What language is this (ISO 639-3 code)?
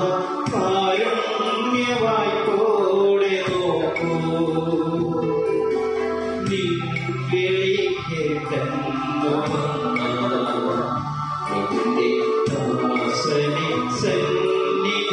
mal